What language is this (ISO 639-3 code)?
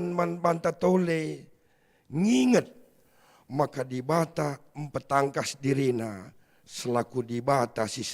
btx